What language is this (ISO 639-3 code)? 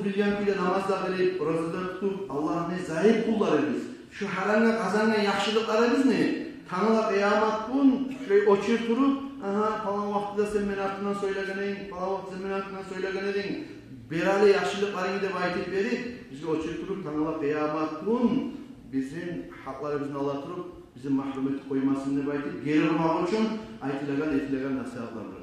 kum